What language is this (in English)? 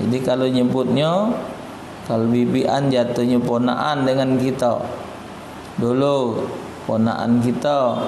Musi